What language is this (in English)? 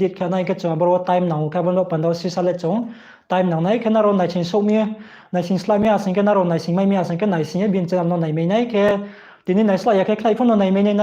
Riang (India)